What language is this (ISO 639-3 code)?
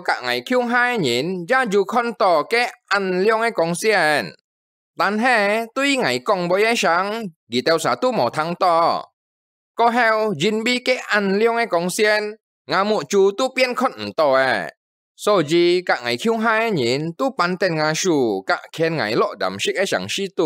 hak